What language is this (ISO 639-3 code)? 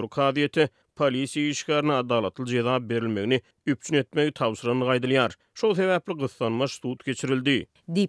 tuk